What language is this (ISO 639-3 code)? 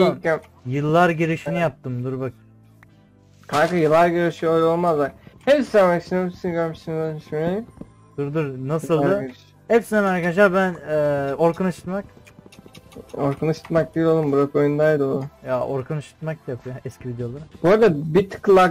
tur